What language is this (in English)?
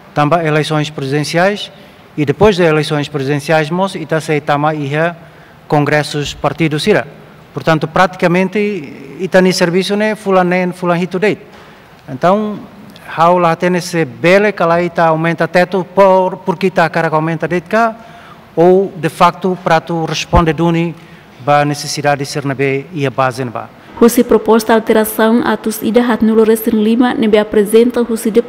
Tetum